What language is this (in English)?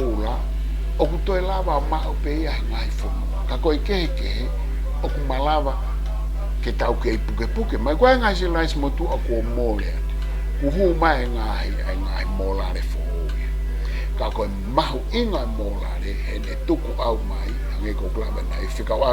Tongan